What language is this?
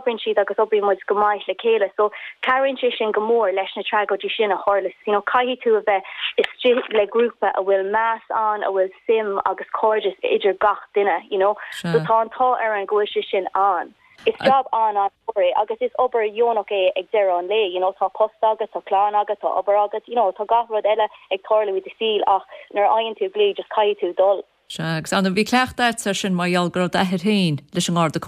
Irish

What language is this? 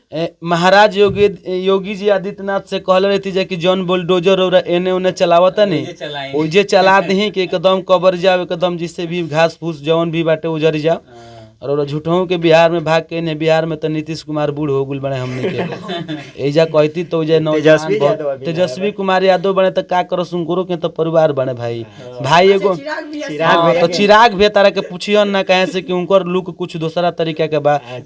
Bhojpuri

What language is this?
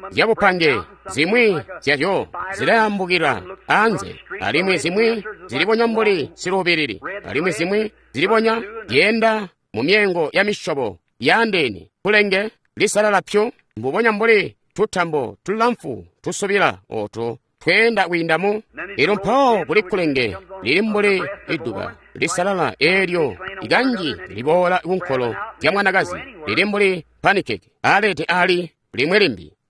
Tonga (Zambia)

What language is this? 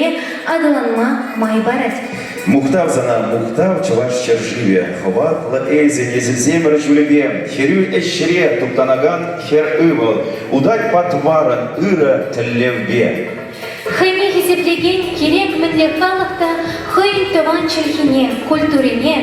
Chuvash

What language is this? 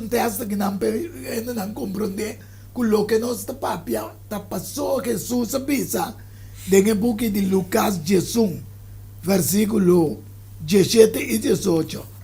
Papiamento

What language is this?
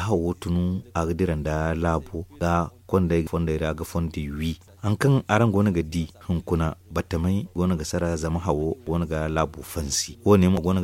Zarma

